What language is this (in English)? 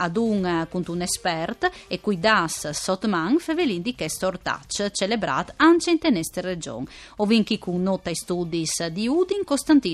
Friulian